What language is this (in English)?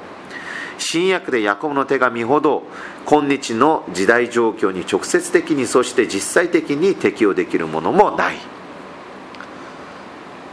Japanese